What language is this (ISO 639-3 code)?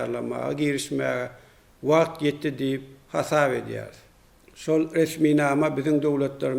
tuk